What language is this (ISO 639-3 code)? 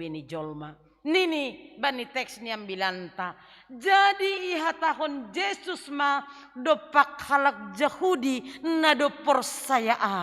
bts